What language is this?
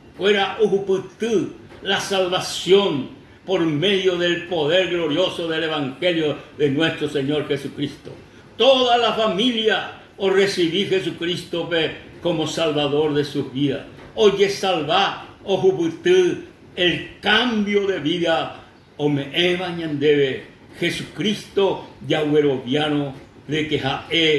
Guarani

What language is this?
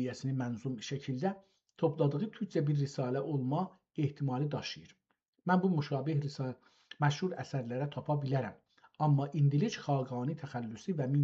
South Azerbaijani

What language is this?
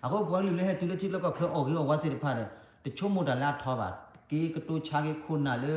S'gaw Karen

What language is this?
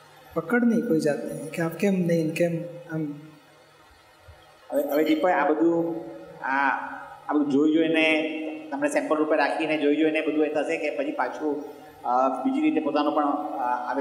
Gujarati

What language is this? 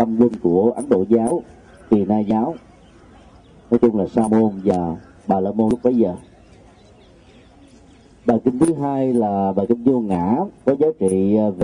Vietnamese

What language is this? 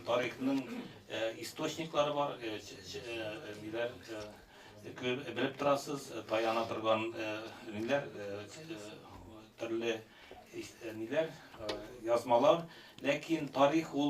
Tatar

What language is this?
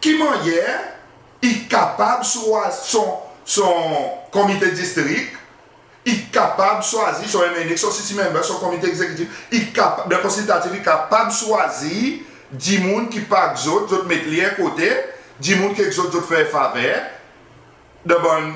Seselwa Creole French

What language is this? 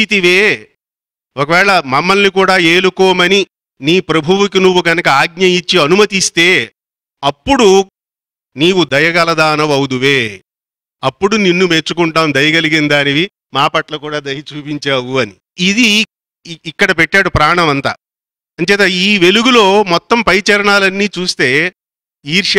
Telugu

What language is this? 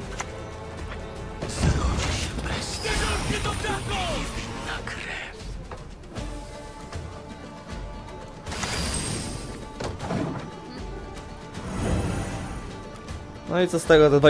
Polish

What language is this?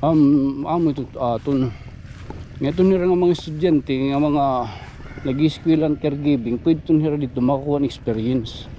Waray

